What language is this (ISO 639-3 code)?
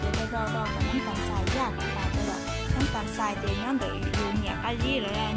hmn